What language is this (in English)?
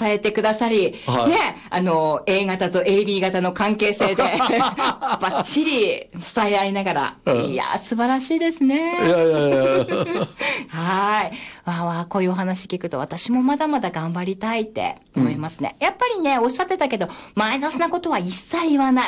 Japanese